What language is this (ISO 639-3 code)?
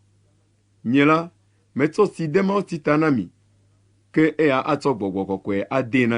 ewe